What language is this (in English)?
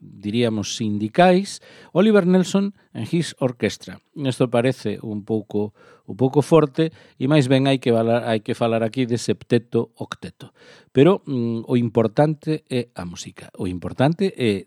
Galician